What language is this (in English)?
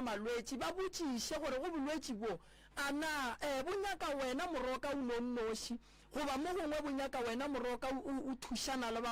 Northern Sotho